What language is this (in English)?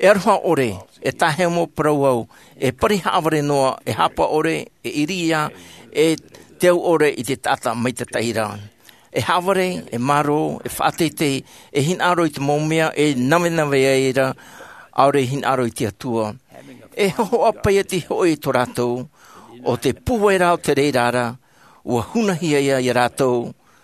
Tahitian